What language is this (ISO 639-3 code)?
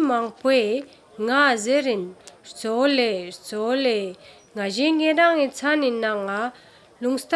lbj